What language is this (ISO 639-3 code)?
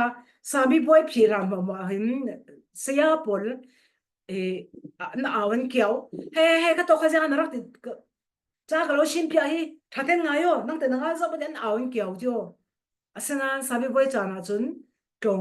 cfm